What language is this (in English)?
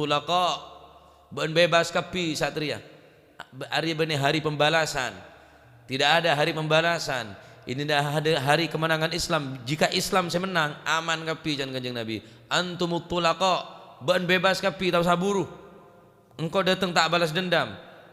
Madurese